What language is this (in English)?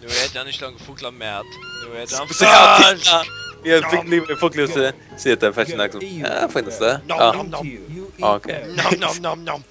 Faroese